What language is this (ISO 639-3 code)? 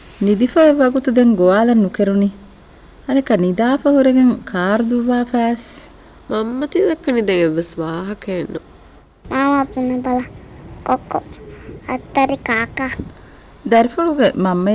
div